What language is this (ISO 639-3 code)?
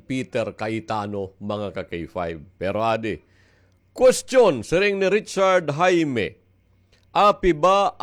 war